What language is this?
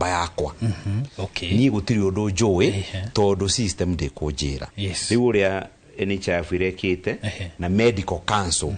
Kikuyu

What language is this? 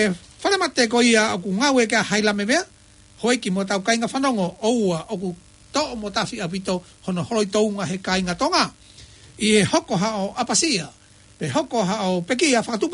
Tongan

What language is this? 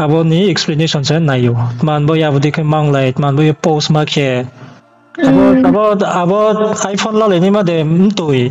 Riang (India)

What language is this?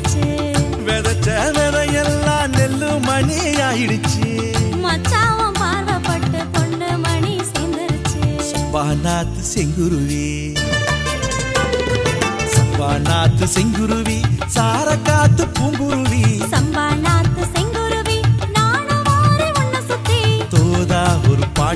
Tamil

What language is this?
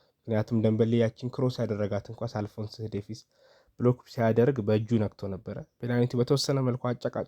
Amharic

